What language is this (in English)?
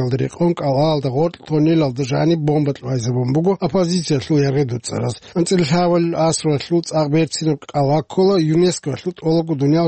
Avaric